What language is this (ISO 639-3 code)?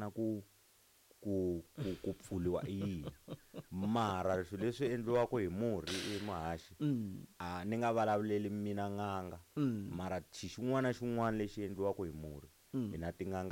tso